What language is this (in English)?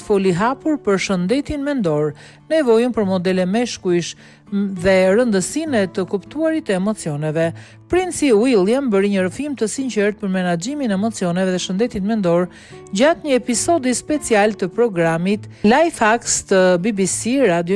Albanian